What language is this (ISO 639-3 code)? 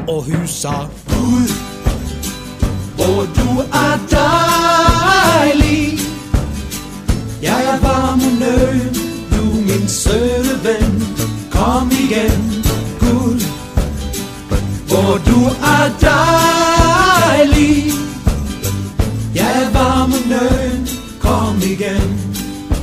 dan